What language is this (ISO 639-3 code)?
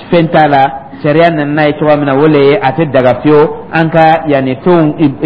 dyu